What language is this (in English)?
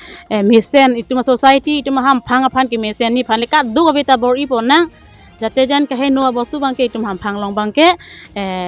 Karbi